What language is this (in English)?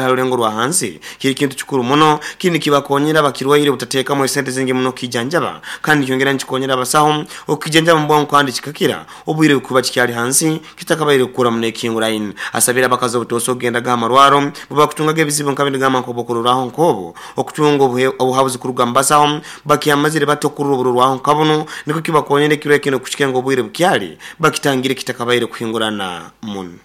Nyoro